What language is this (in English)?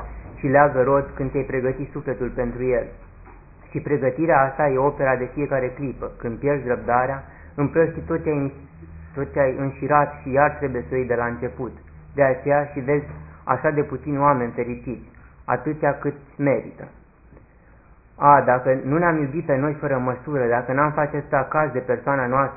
Romanian